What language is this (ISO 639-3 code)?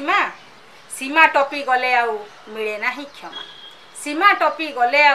ori